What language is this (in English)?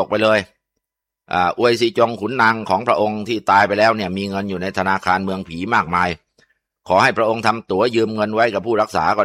Thai